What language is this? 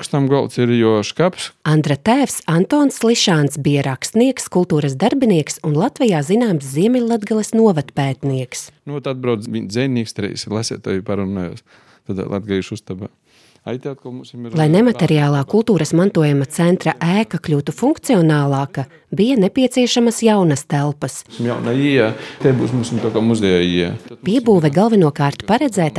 Latvian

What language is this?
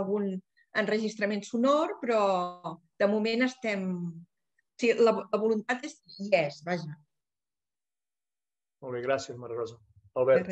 Catalan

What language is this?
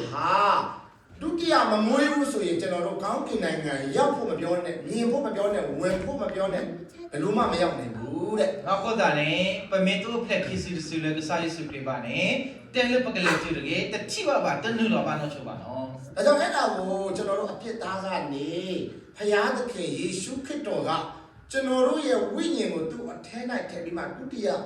S'gaw Karen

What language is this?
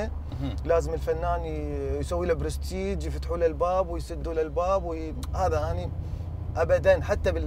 Mesopotamian Arabic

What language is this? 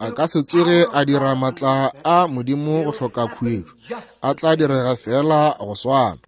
Northern Sotho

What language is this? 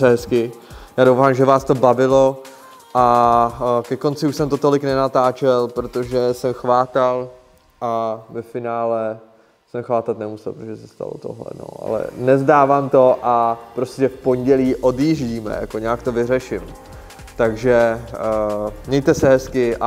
Czech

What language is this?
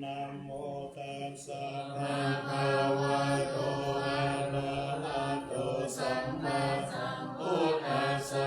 Pali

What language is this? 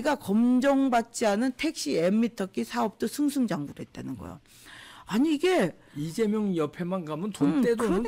Korean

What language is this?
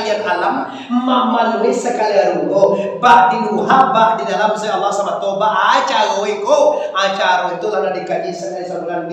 Minangkabau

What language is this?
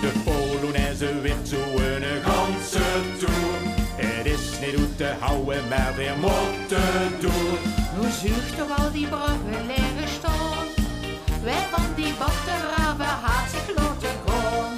Limburgish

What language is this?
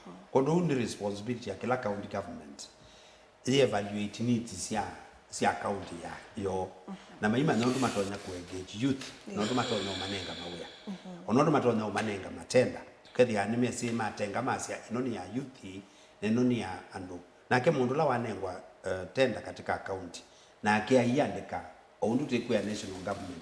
Kamba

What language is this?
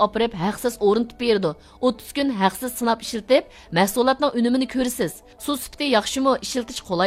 Uyghur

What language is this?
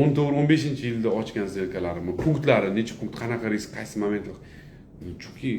Uzbek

